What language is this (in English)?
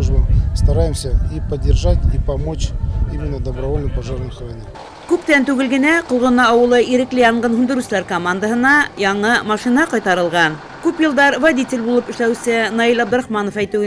Bashkir